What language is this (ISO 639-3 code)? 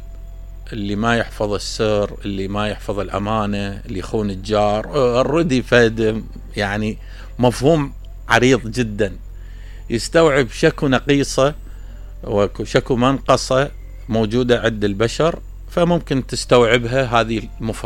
acm